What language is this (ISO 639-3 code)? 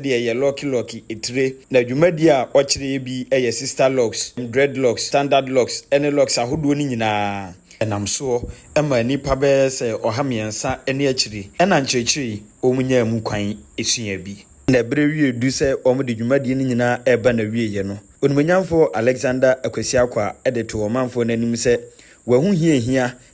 aka